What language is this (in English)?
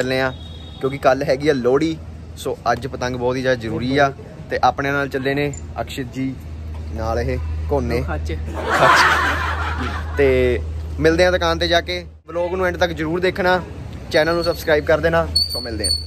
Punjabi